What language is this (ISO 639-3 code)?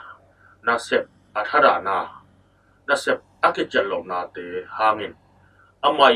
ctd